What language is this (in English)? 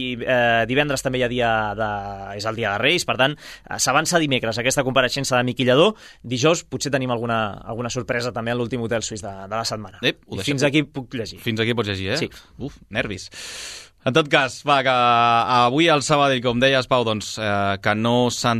Catalan